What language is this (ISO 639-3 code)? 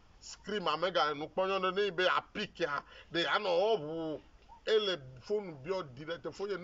ewe